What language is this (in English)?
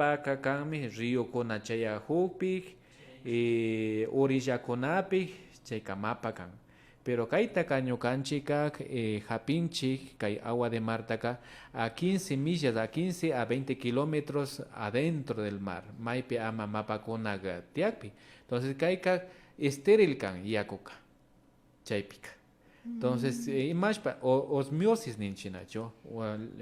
Imbabura Highland Quichua